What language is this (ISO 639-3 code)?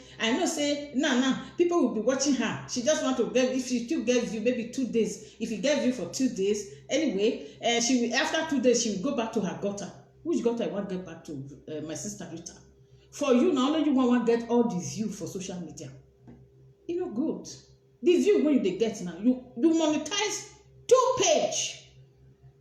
pcm